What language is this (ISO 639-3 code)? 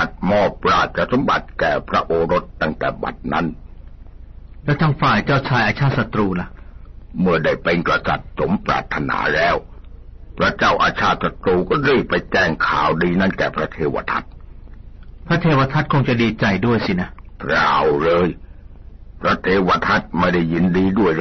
tha